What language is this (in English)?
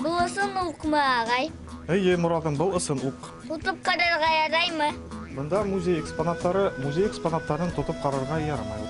Bashkir